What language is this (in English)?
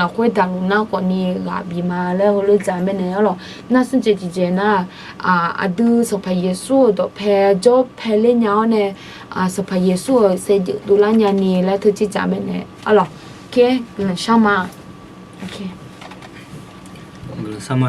Akha